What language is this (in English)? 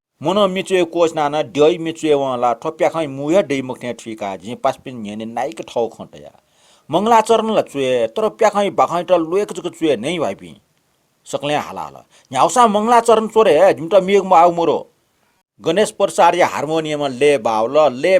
Newari